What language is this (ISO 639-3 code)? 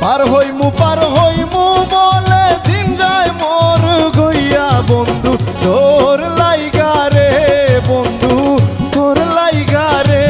syl